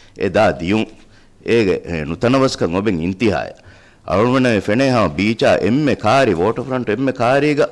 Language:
Divehi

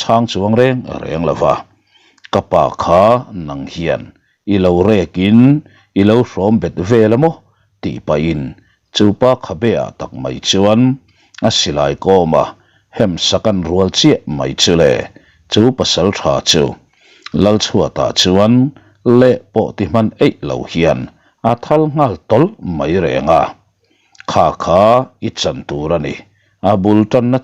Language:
Mizo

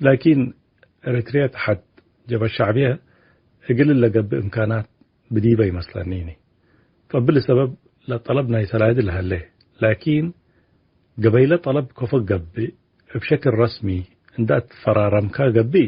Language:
Tigre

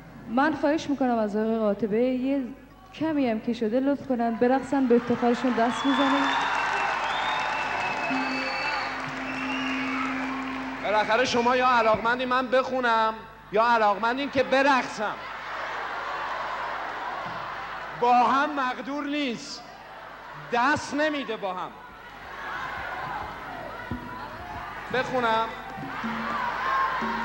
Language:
Persian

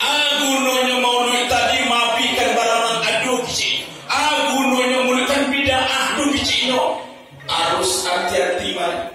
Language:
Minangkabau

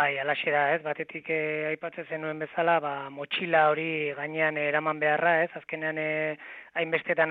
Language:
Basque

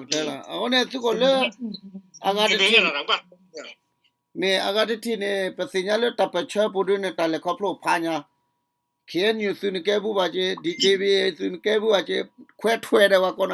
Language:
S'gaw Karen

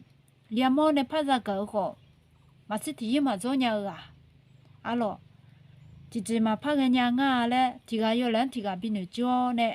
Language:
Akha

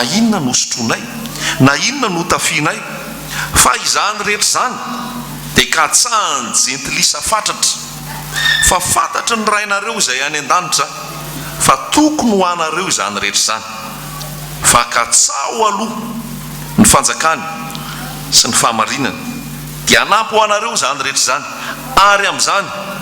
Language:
Malagasy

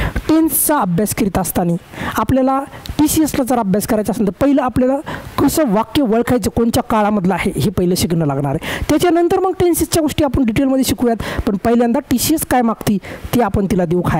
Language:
Marathi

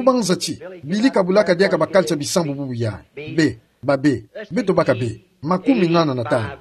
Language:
Kituba (Democratic Republic of Congo)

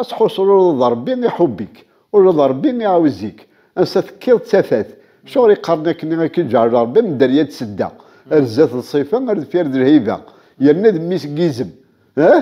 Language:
Kabyle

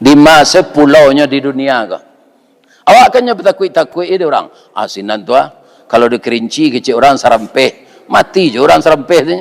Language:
Minangkabau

